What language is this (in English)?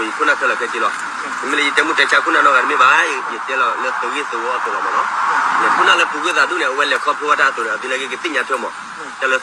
S'gaw Karen